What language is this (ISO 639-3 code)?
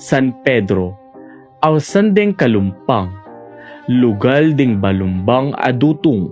pam